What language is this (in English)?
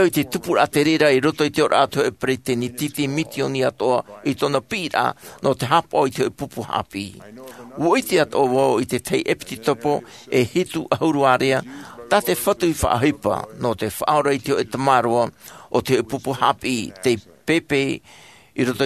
Tahitian